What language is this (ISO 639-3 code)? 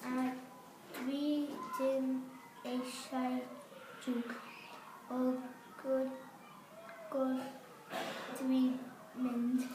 cym